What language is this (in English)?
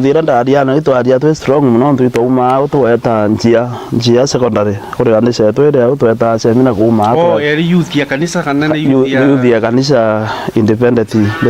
Meru